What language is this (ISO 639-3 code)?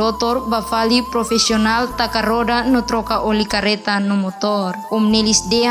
tet